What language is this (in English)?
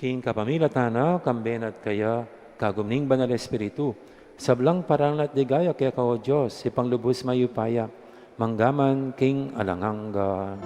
Pampanga